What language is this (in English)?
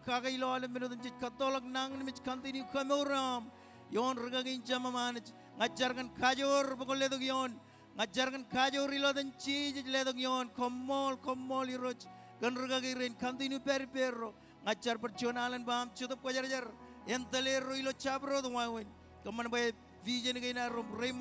Marshallese